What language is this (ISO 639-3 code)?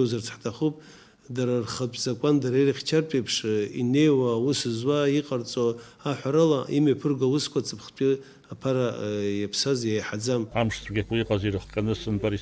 abk